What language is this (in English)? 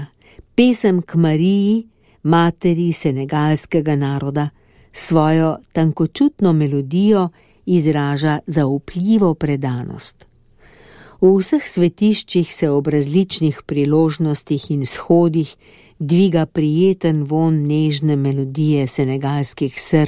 Slovenian